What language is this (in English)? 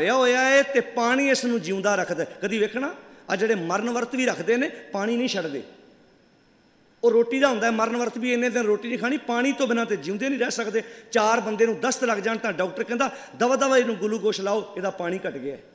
Punjabi